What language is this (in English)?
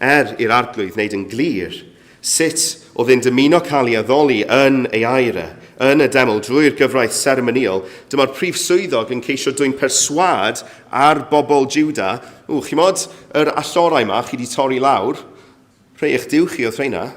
Welsh